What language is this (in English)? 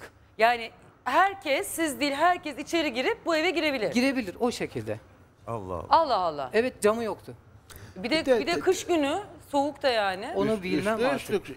Turkish